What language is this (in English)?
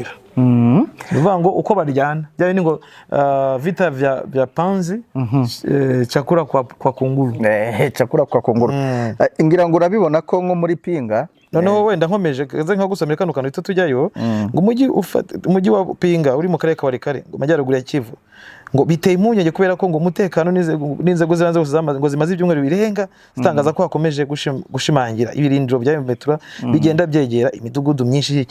Kinyarwanda